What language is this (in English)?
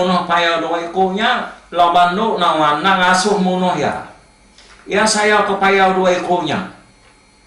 Iban